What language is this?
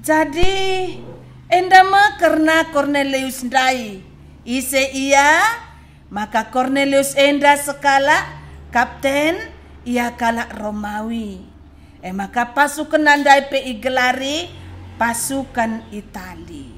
Batak Karo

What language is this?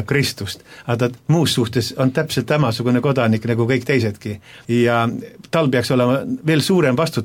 Estonian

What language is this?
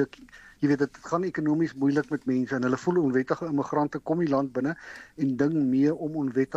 Afrikaans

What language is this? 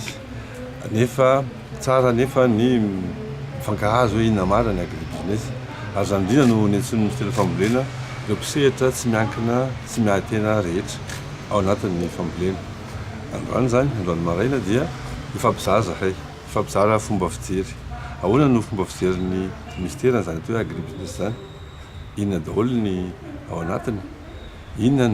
Malagasy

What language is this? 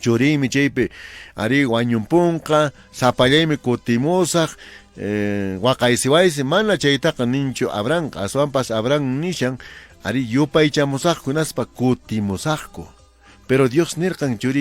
Quechua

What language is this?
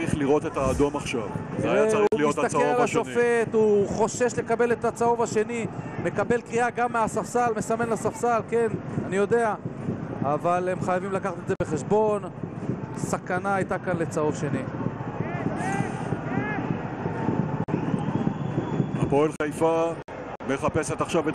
Hebrew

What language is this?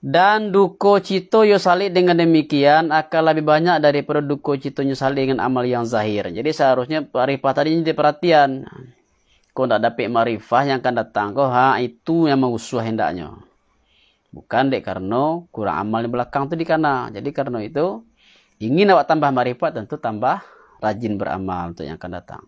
Minangkabau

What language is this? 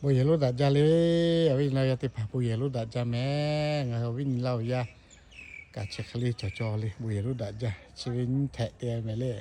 Lahu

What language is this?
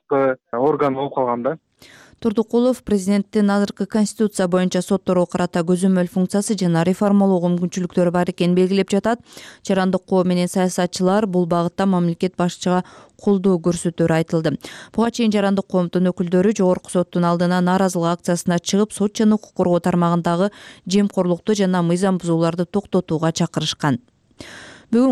Kyrgyz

